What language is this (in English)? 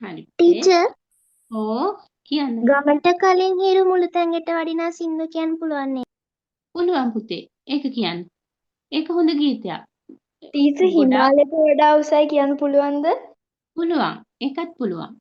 Sinhala